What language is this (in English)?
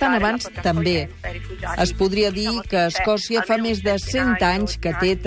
Catalan